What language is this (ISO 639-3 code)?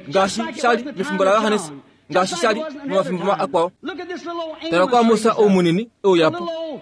kua